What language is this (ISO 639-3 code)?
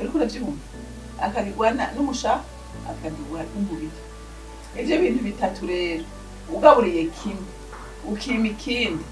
run